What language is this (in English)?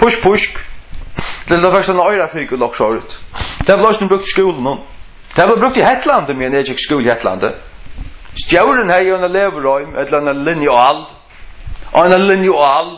Faroese